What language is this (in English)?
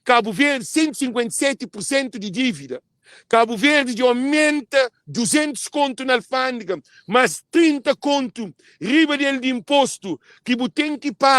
Kabuverdianu